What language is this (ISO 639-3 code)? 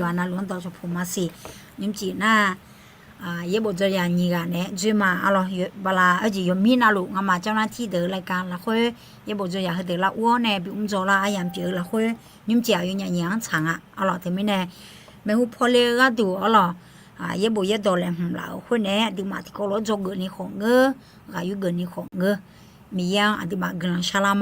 ahk